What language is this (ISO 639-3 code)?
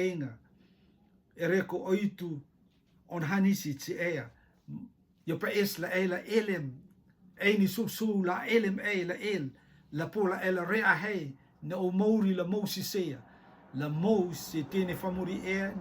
rtm